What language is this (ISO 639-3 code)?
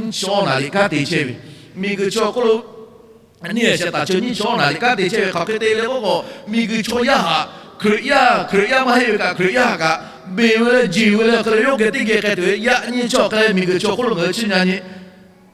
lhu